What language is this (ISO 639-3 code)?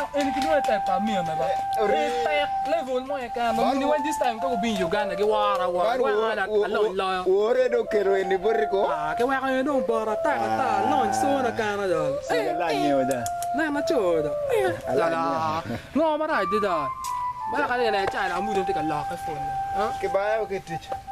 ach